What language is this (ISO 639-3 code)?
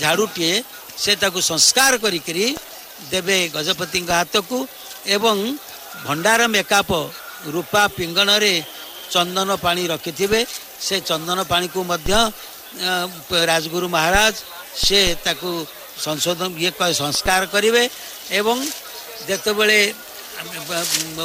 ori